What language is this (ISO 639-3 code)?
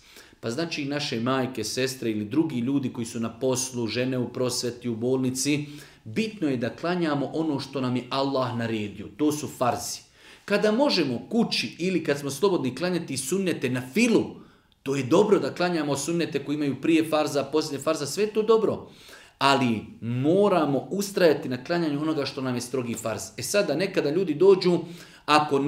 bos